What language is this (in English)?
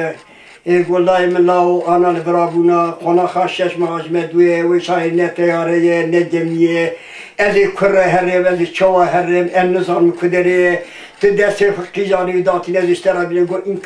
Kurdish